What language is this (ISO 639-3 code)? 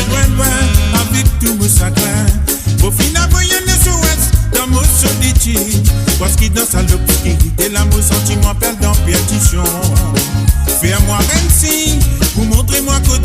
mfe